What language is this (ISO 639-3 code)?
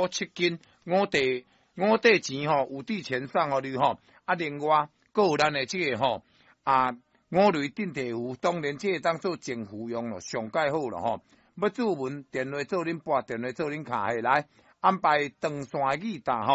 nan